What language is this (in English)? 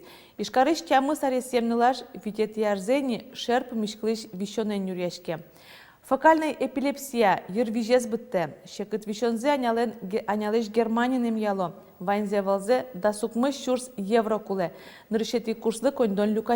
Udmurt